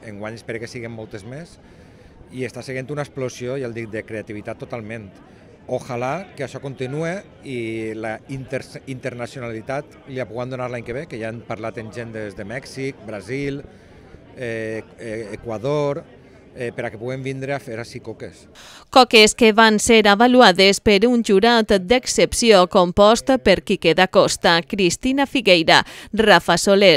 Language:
Catalan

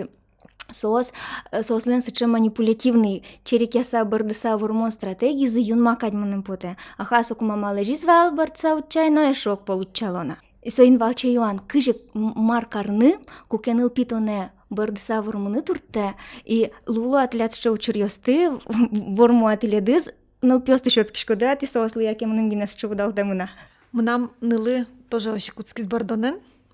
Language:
Udmurt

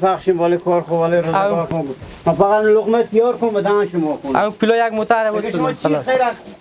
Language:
Hazaragi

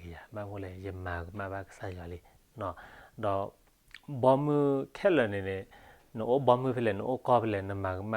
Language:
S'gaw Karen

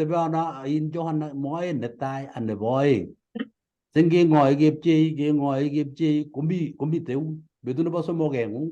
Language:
Kalenjin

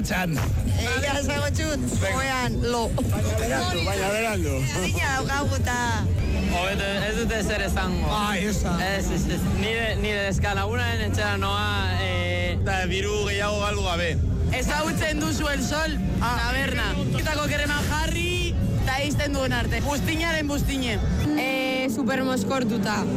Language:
Basque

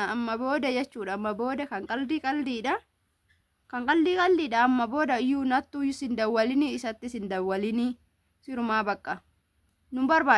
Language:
Oromo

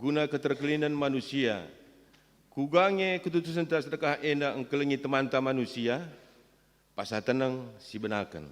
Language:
Batak Karo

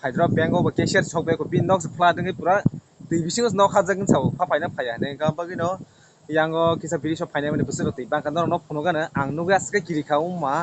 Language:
Kok Borok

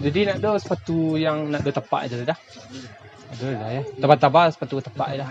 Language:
Minangkabau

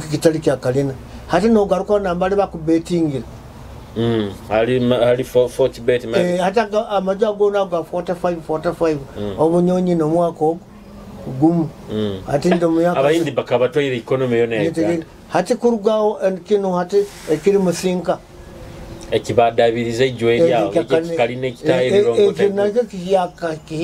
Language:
Nyoro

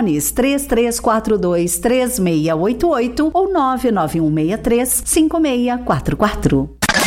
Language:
Portuguese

